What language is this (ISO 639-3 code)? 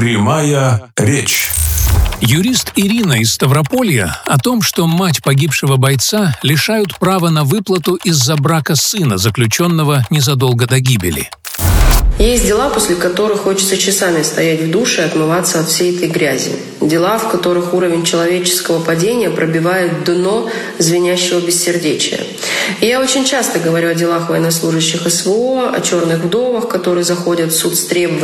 rus